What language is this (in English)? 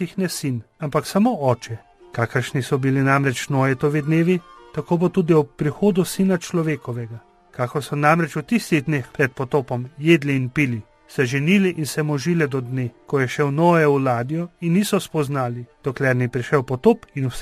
Slovenian